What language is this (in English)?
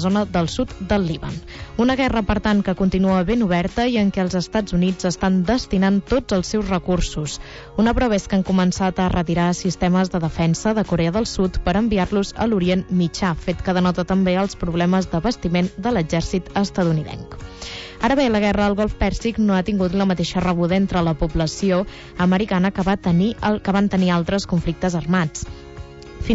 Catalan